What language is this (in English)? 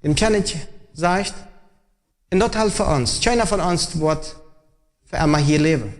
Plautdietsch